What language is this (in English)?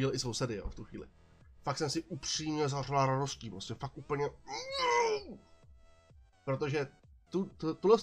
Czech